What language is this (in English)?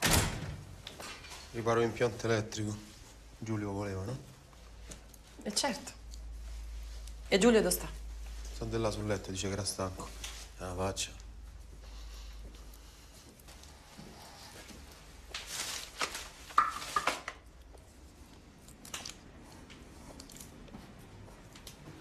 Italian